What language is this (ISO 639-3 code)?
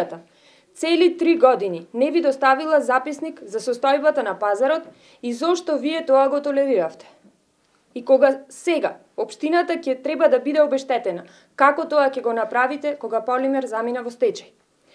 mkd